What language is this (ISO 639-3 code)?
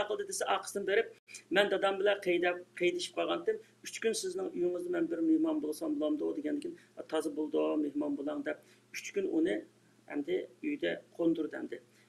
uig